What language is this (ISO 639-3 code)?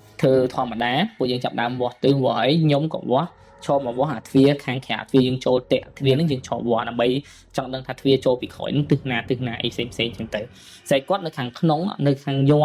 khm